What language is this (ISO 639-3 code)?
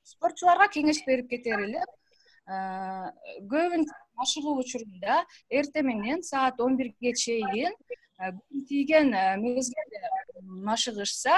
kir